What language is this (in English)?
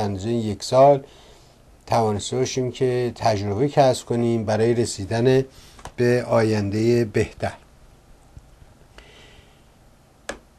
Persian